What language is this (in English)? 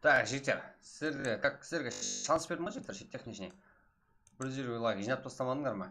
Kara-Kalpak